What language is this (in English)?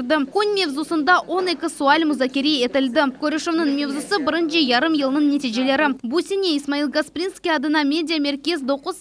Crimean Tatar